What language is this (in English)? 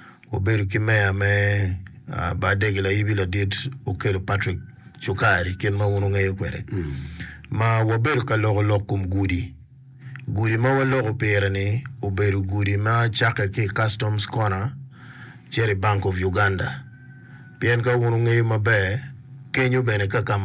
Acoli